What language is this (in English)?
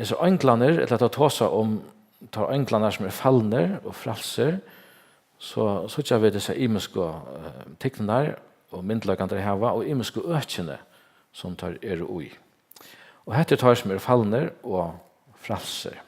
Faroese